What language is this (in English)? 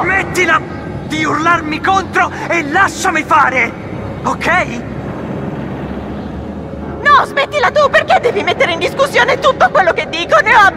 Italian